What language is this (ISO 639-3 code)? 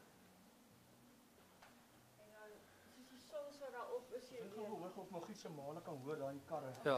afr